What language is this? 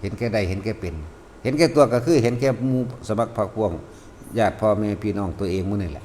Northeastern Thai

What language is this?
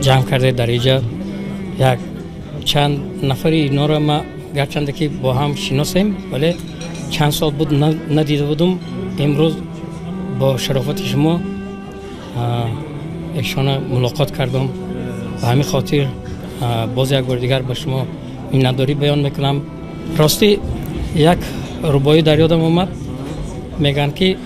Tajik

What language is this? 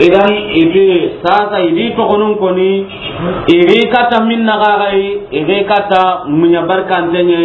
Soninke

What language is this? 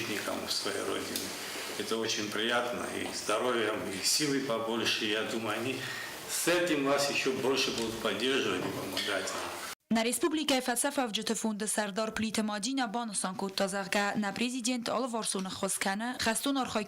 Ossetic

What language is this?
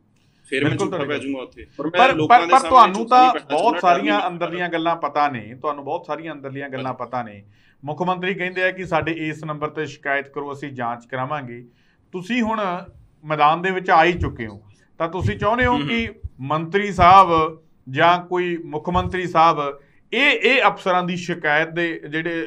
Punjabi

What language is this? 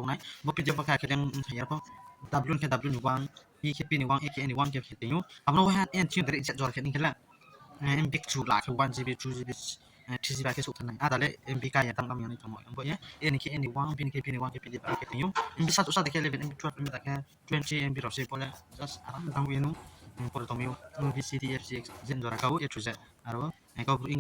Riang (India)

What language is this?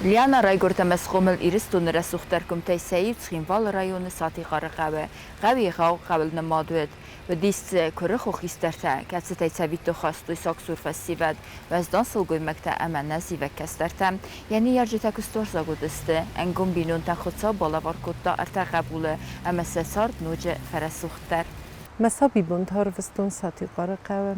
Ossetic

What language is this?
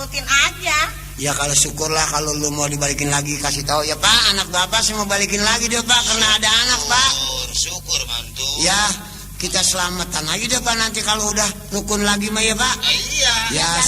Betawi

